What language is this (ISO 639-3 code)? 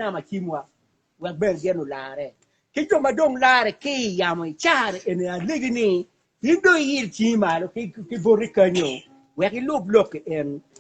ach